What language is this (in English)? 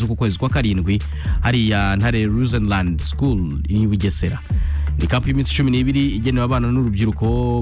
Kinyarwanda